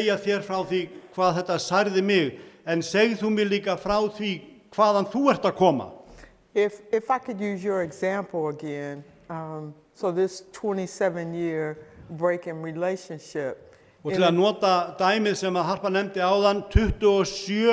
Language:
Icelandic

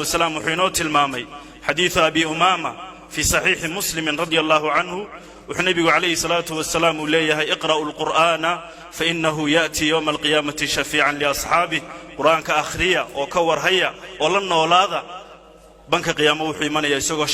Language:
Somali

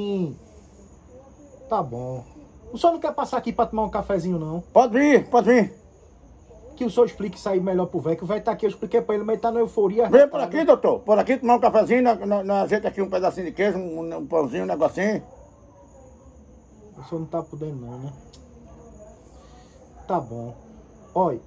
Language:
Portuguese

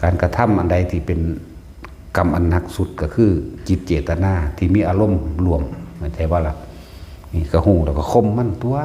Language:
Northeastern Thai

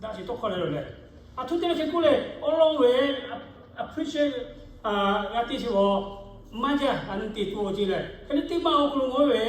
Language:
Lahu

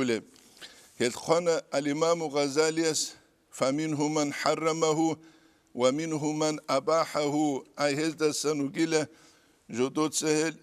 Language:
Avaric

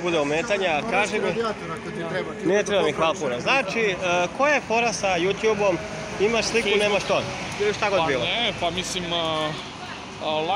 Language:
Serbian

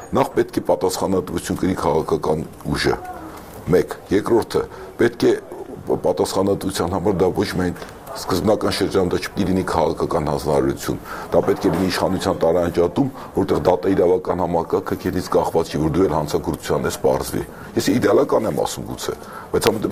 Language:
Armenian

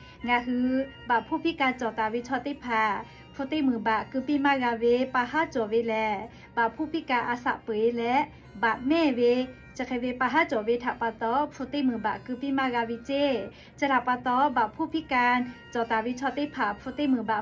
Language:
Lahu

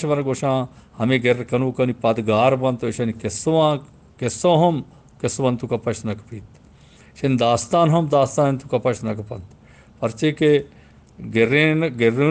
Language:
Eastern Balochi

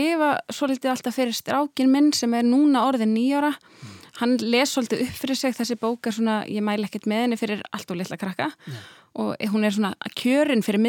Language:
Icelandic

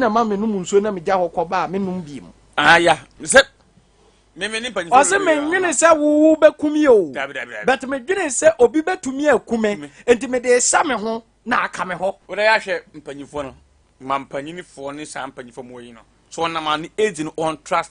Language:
Akan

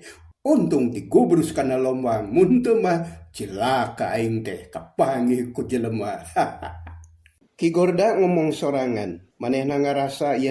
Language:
Sundanese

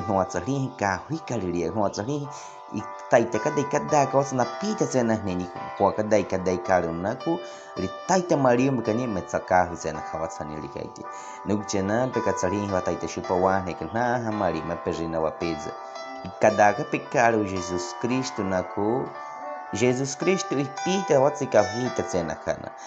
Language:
Baniwa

